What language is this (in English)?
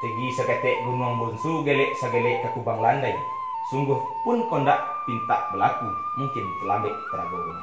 Minangkabau